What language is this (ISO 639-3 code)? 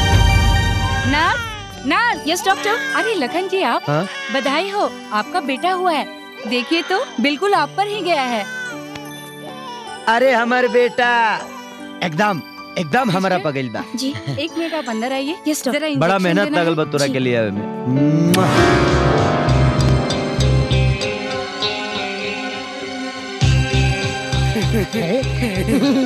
bho